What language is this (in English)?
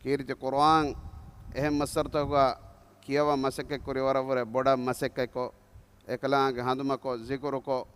Divehi